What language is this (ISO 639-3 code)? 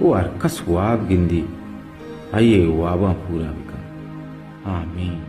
bal